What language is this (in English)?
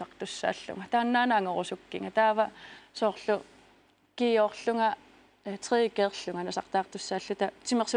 Kalaallisut